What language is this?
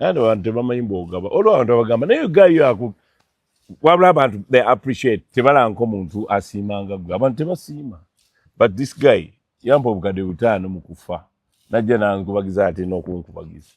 Ganda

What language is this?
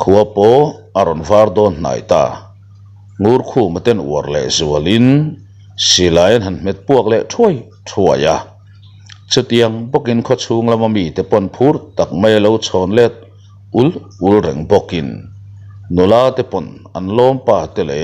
Mizo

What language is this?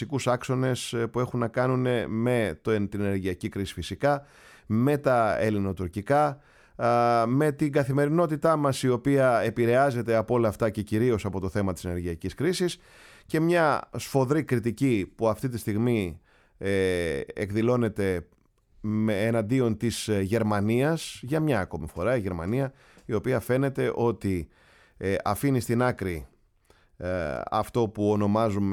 Greek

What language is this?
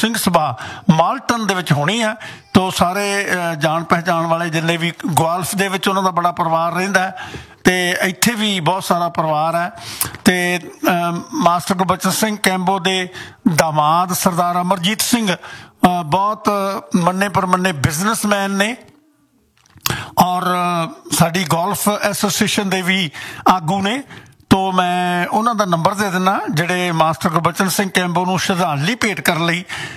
Punjabi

